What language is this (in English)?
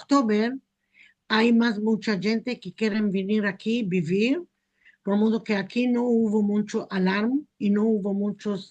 Ladino